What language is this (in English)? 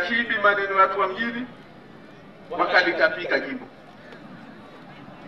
Swahili